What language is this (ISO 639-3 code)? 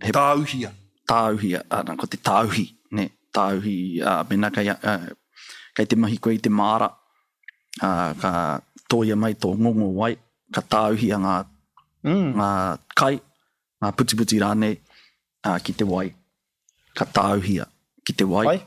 mri